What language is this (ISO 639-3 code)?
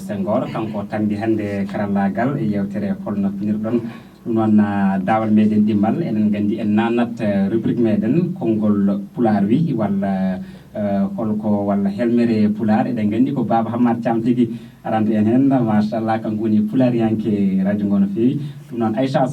ful